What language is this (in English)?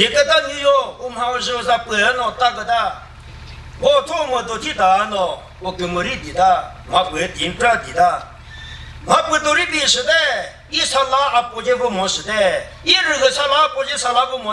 Chokri Naga